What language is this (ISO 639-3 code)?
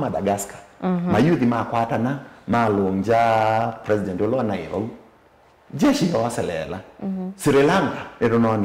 kam